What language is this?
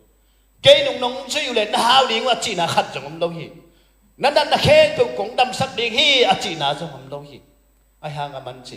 Tedim Chin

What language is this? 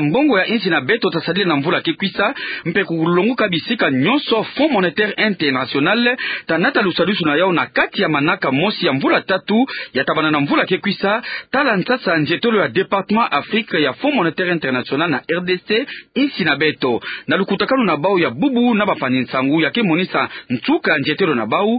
Kituba (Democratic Republic of Congo)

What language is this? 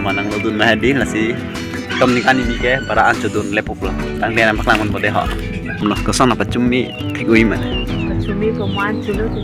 Karbi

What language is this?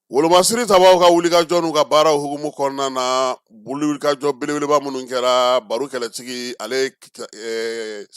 Bambara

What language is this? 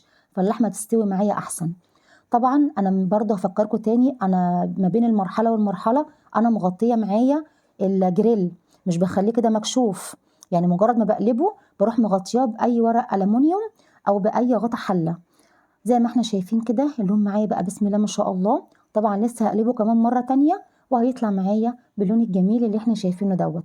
Egyptian Arabic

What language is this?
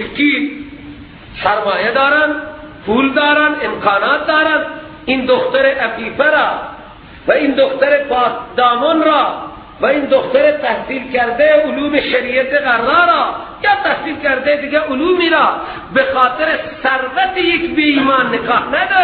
Persian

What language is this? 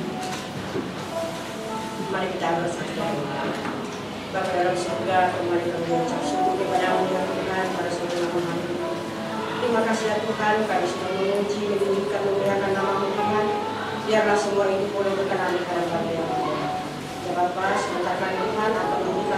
Indonesian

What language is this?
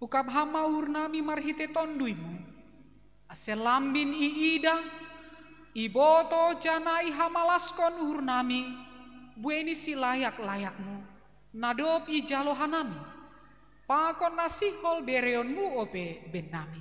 Batak Simalungun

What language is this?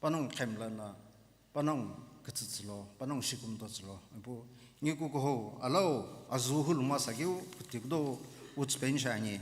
Sumi Naga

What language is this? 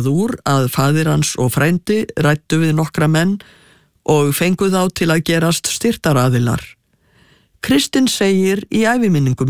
Icelandic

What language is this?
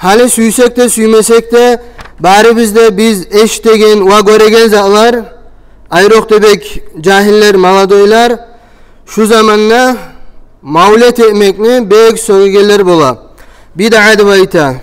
Kumyk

